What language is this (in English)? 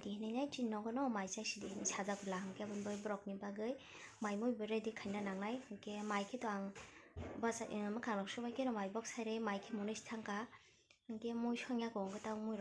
Kok Borok